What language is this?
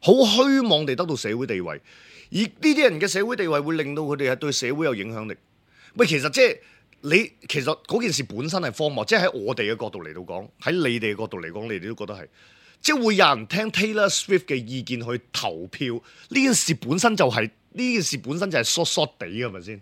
Cantonese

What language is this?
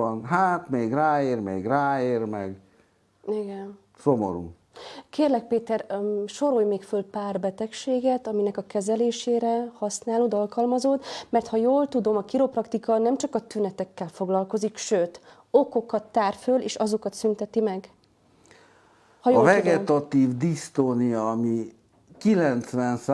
Hungarian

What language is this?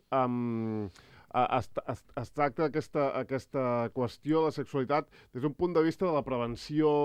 Catalan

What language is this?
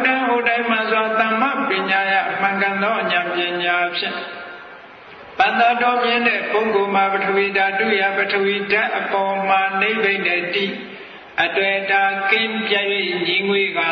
Burmese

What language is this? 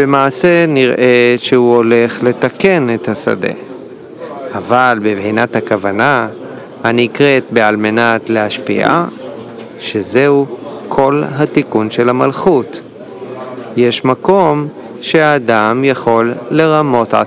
Hebrew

